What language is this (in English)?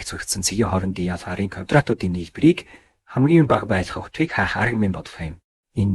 Mongolian